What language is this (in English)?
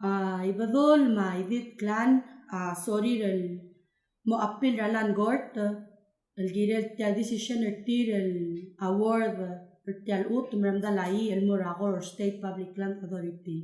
Palauan